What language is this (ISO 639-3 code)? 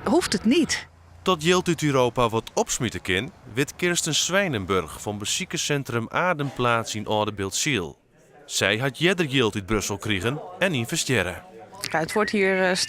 fry